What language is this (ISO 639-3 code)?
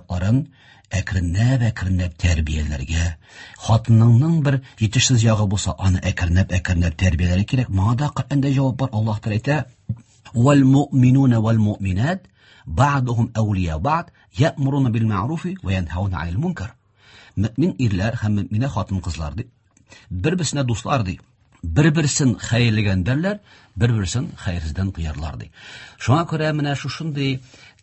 tat